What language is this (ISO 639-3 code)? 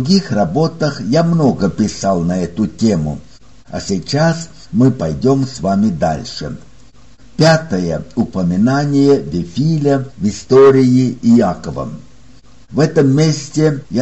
rus